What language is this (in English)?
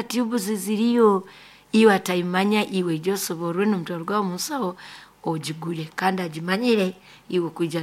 Nyoro